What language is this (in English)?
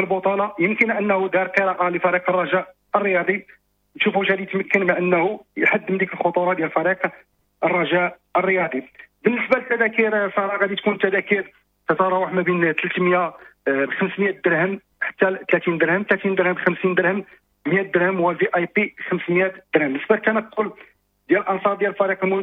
Moroccan Arabic